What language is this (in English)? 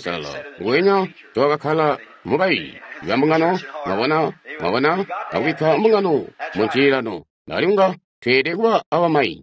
Tonga (Zambia)